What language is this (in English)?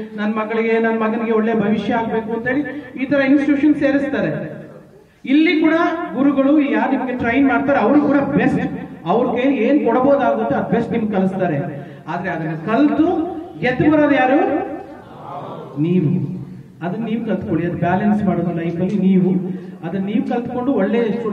Kannada